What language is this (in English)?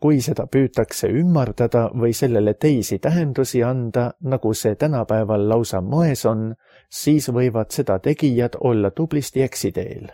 Estonian